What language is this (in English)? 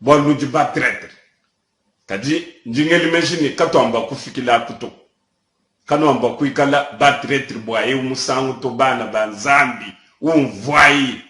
Luba-Lulua